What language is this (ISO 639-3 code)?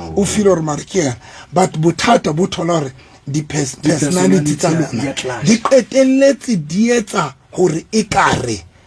sot